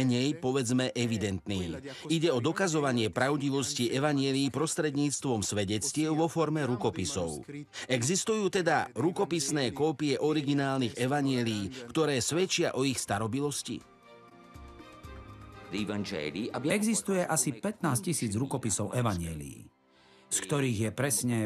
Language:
Slovak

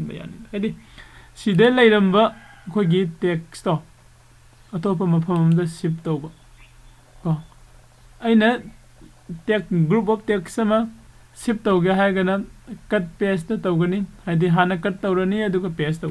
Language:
Manipuri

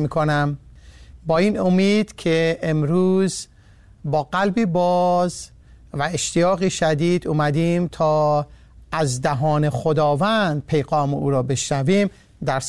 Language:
Persian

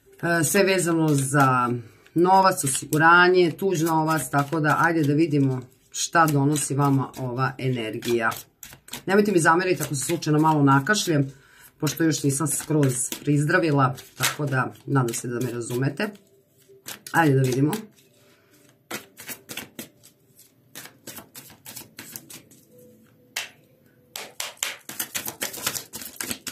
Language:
Serbian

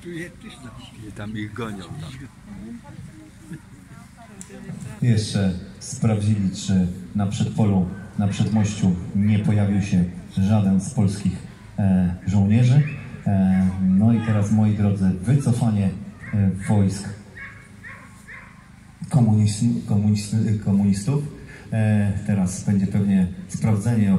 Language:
Polish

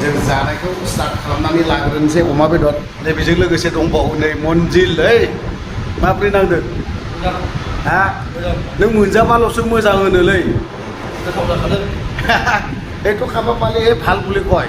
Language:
Bodo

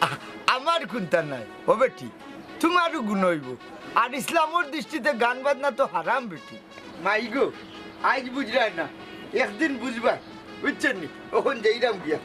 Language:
Sylheti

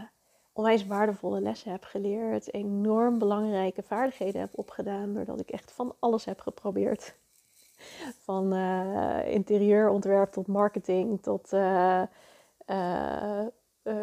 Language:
Dutch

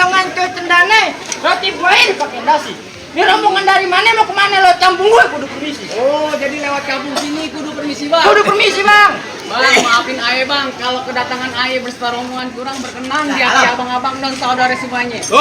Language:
Betawi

